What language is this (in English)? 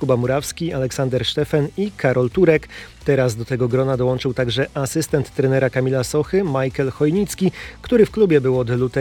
Polish